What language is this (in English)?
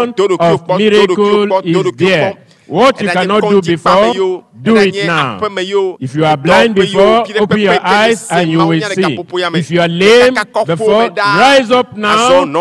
Ewe